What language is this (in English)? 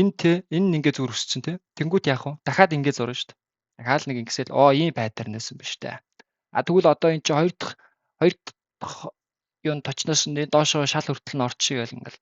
Mongolian